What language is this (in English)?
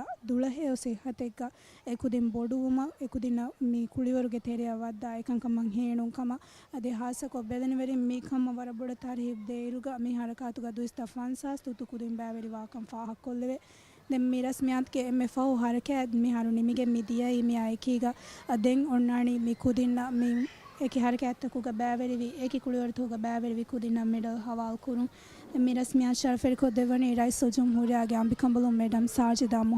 Divehi